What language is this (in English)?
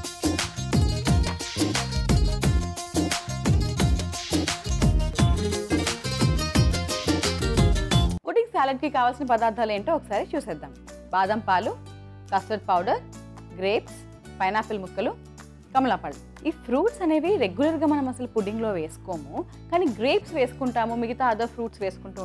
Telugu